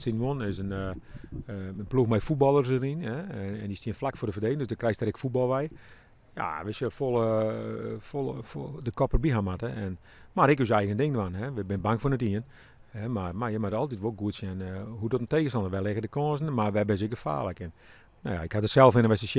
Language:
Western Frisian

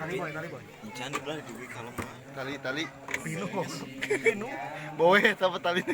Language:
Sundanese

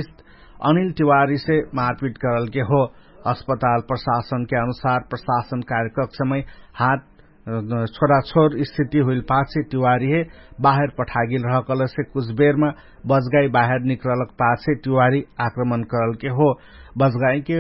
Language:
Dangaura Tharu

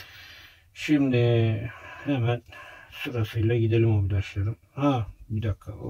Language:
Turkish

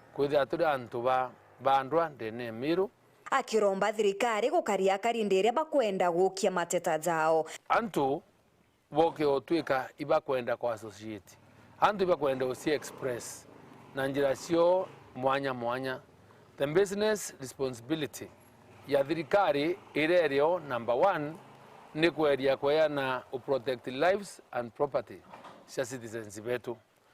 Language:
Meru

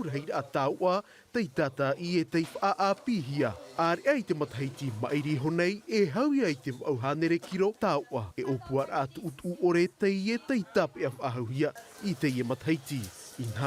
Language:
Tahitian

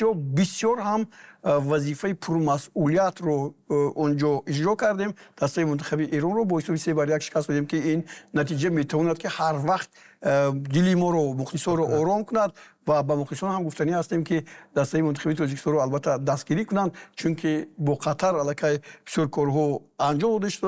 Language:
Tajik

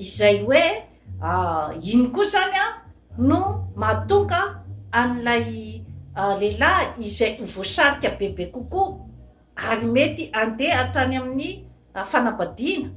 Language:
Malagasy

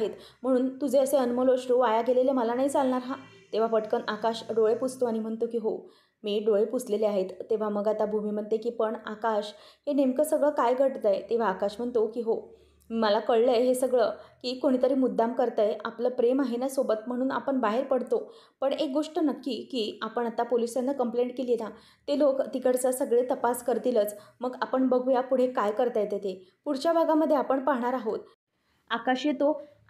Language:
Marathi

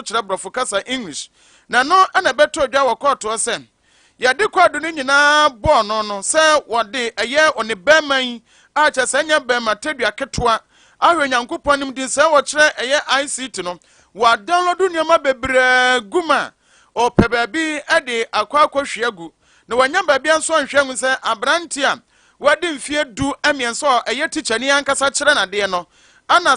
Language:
Akan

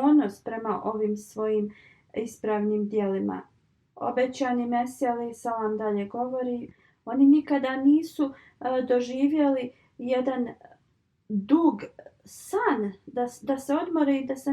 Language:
Bosnian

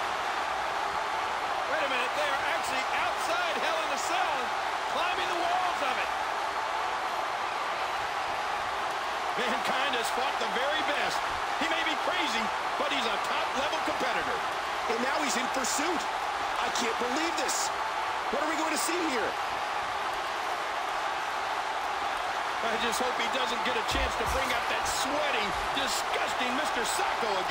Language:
English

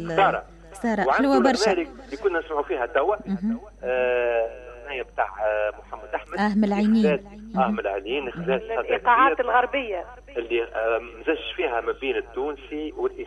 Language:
Tunisian Arabic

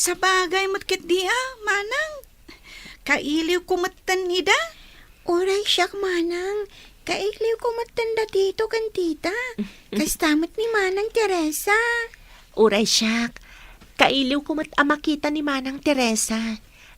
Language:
Iloko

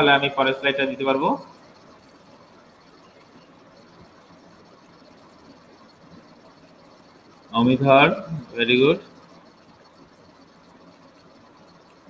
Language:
Bangla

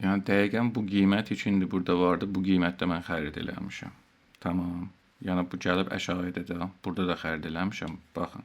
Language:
South Azerbaijani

